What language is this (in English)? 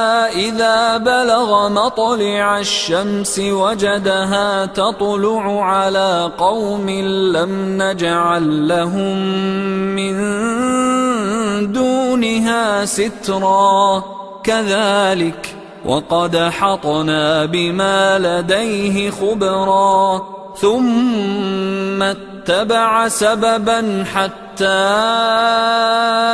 Arabic